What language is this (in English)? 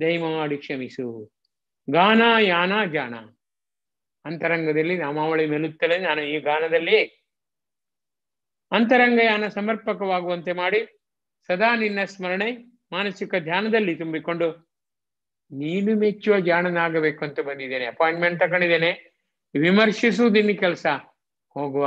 Kannada